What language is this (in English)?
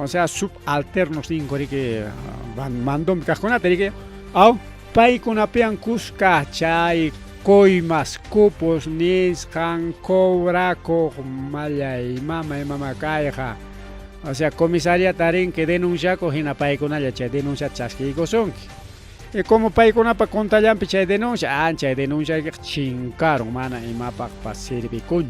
Ayacucho Quechua